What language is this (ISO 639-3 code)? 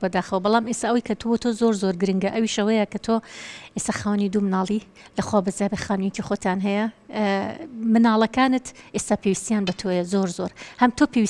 ckb